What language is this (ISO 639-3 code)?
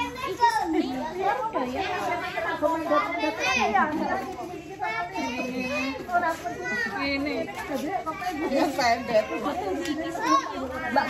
ind